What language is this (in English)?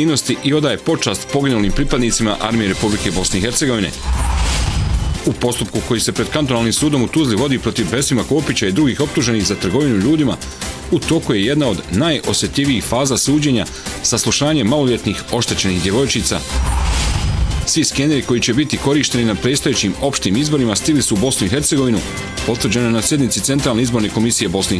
Bosnian